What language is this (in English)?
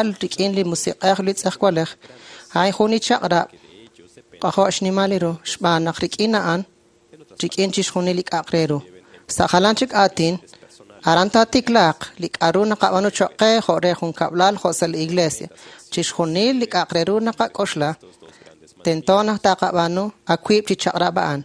Kekchí